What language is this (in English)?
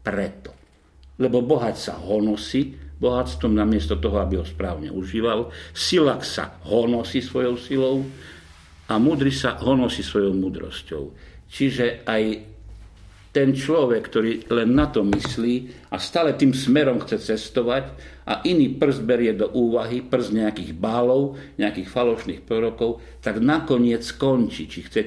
Slovak